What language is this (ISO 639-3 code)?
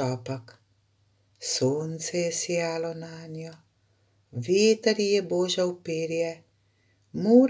slv